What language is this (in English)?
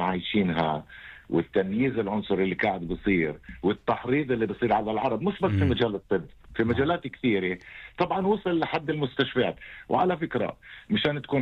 North Levantine Arabic